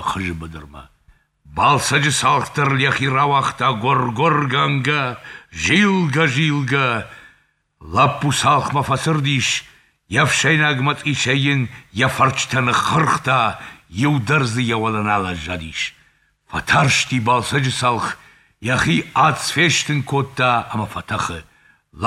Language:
Ossetic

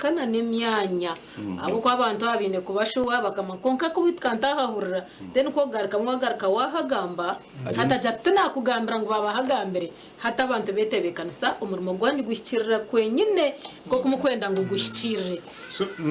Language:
Nyankole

